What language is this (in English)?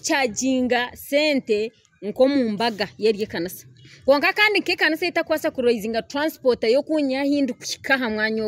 Nyankole